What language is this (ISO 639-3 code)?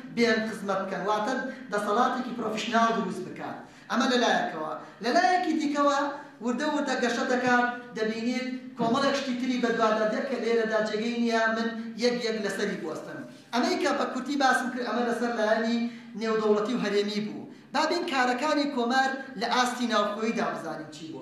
ckb